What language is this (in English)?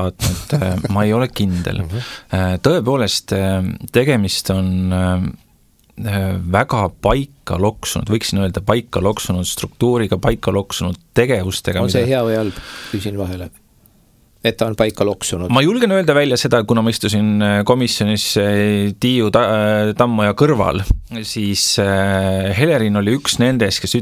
Estonian